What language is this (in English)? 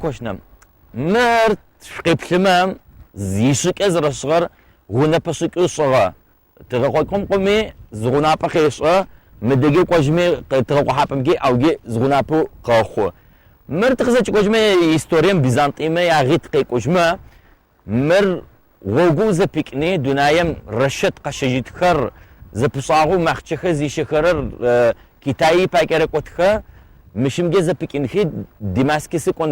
Adyghe